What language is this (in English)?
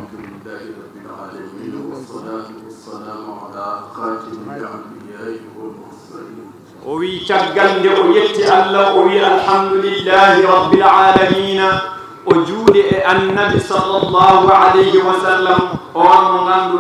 Fula